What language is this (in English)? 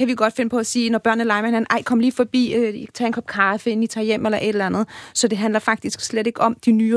Danish